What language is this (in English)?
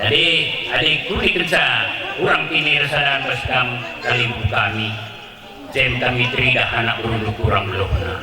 Batak Karo